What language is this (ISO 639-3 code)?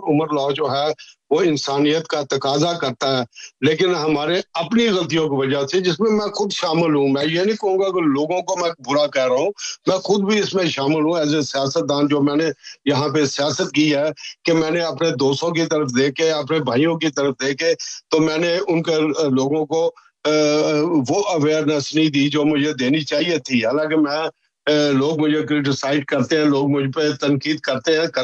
urd